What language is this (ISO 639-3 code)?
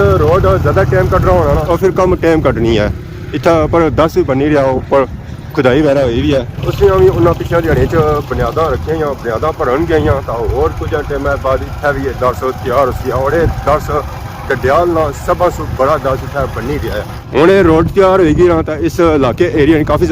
phr